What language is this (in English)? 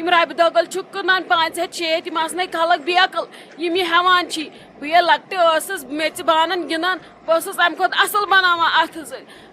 Kashmiri